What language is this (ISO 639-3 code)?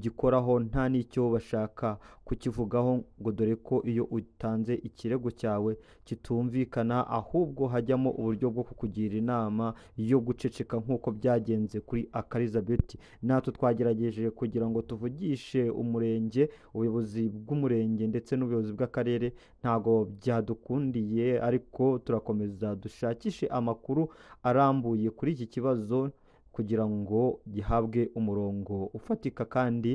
kin